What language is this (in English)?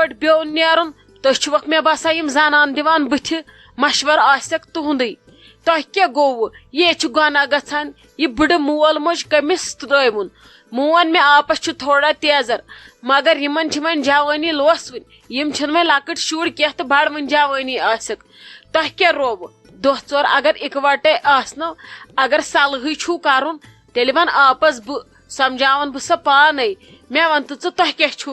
Kashmiri